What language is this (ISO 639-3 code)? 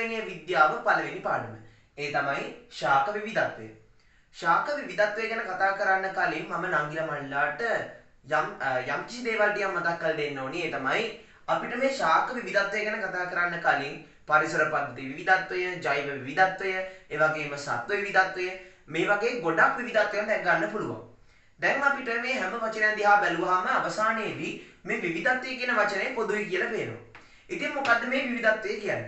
sin